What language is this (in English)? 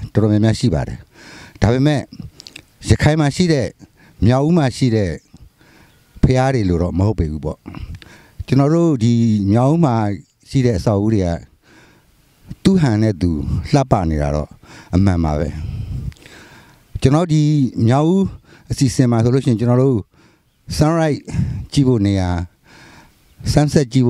Burmese